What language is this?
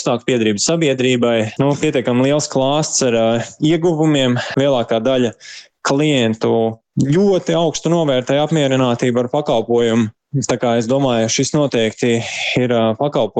Latvian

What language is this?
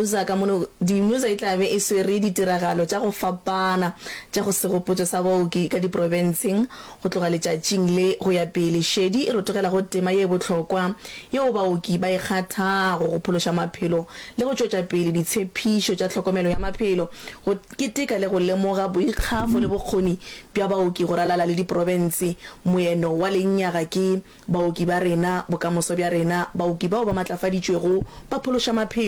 Northern Sotho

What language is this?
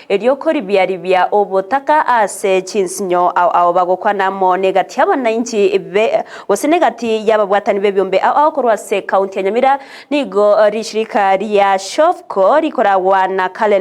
Gusii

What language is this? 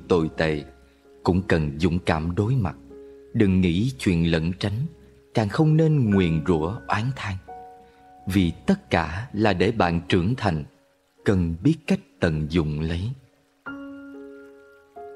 Vietnamese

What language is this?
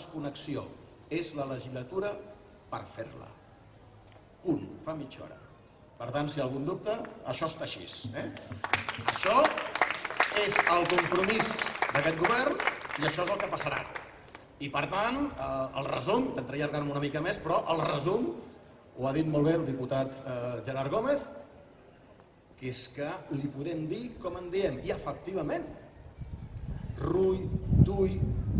Catalan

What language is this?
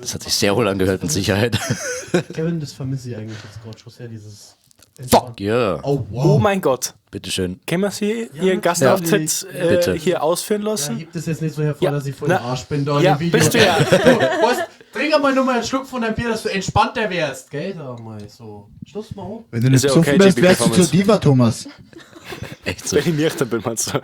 Bavarian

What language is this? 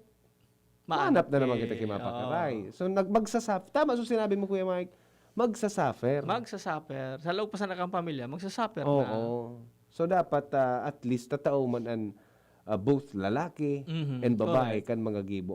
Bikol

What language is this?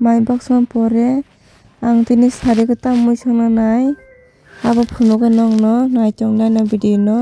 Kok Borok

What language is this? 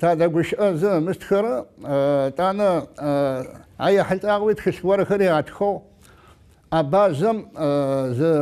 Adyghe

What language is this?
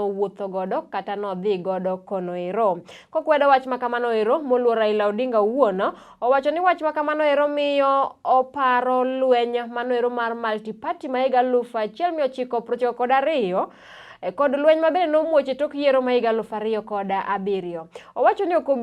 Luo (Kenya and Tanzania)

